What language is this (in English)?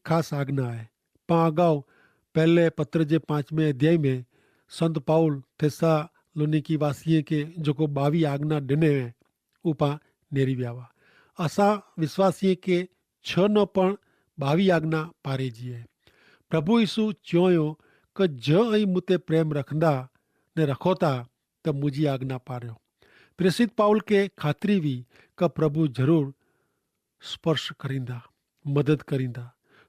Kachhi